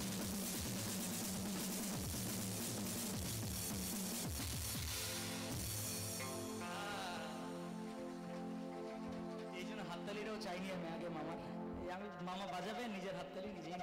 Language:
Bangla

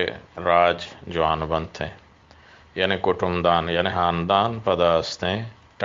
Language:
Eastern Balochi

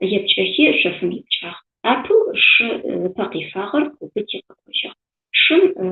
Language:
Adyghe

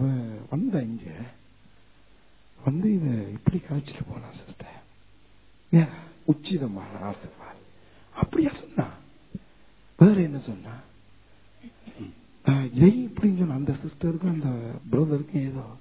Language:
Tamil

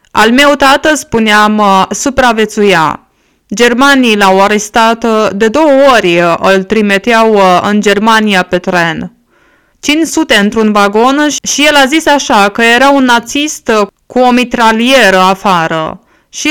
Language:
Romanian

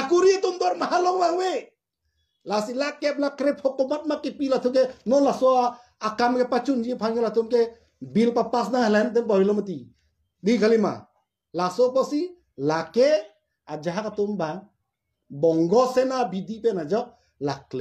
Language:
Karbi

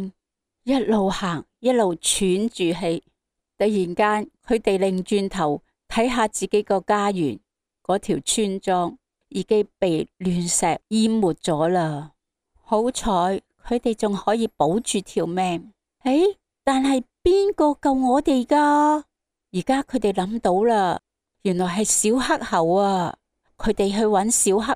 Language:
Cantonese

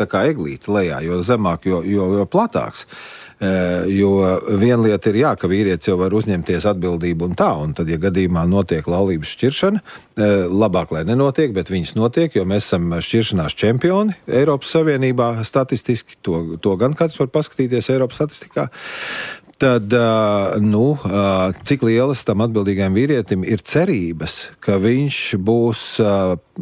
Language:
Latvian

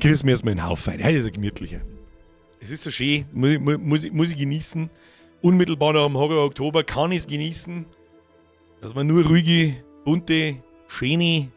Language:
Bavarian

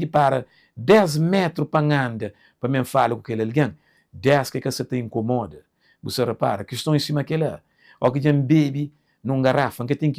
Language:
Kabuverdianu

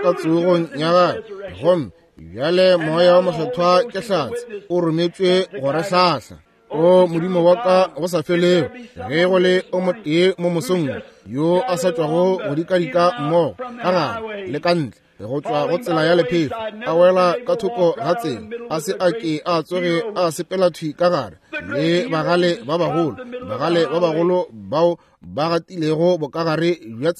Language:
Northern Sotho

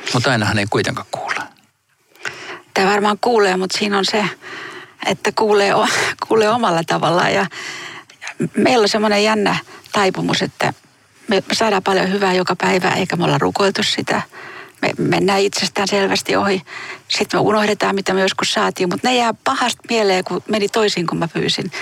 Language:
Finnish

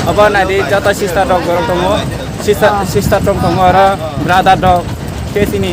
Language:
Kok Borok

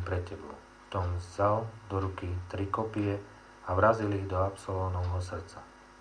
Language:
Slovak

